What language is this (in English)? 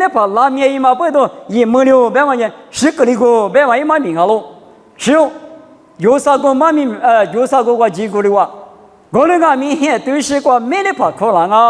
Lisu